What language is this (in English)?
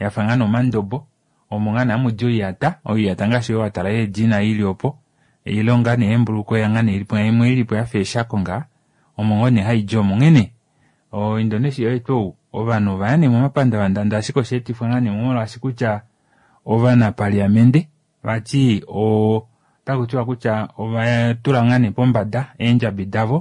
Kuanyama